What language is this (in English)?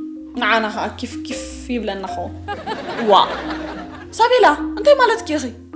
Tigrinya